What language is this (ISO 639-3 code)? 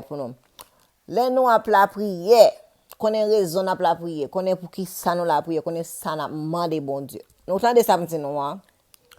hat